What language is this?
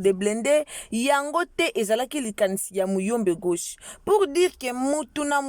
Lingala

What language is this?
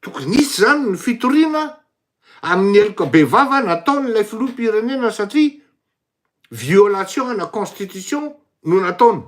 Malagasy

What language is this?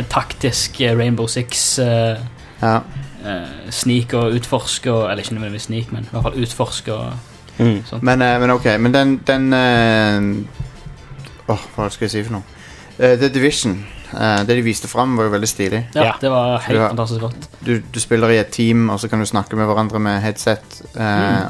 Norwegian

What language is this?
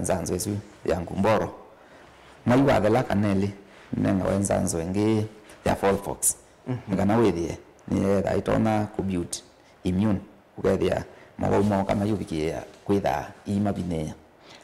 Kamba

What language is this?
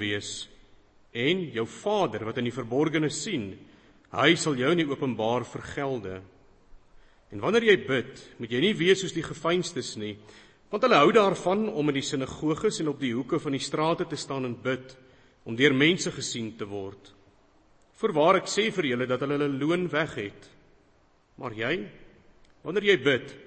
Afrikaans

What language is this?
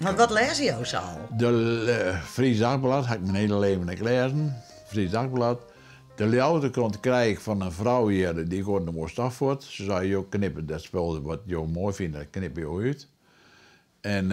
Western Frisian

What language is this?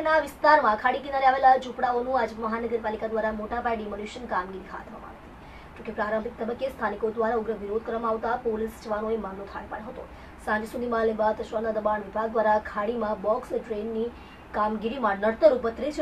Gujarati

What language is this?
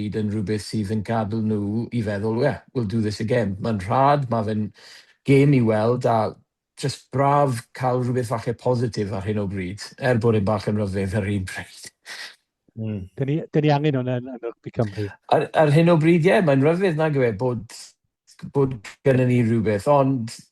Welsh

